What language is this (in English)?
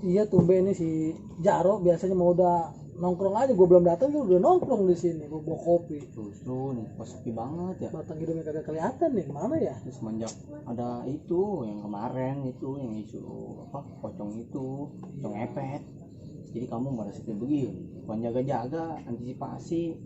Betawi